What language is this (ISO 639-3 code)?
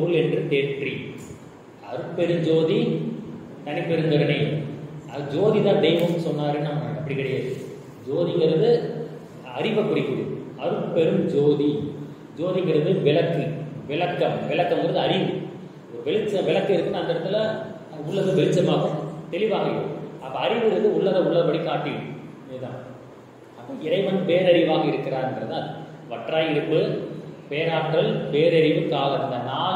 tam